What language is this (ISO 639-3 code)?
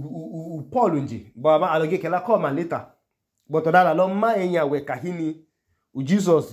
idu